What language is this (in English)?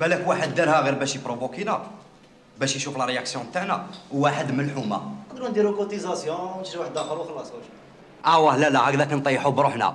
Algerian Arabic